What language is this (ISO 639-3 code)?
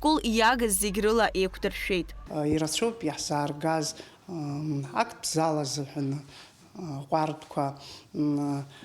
abk